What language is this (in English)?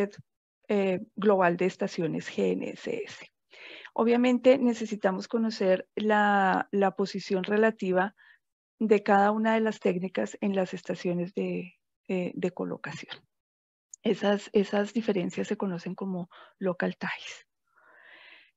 Spanish